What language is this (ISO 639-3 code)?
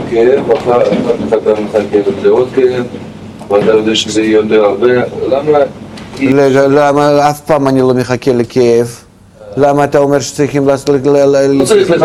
heb